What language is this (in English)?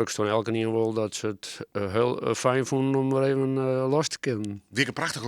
Western Frisian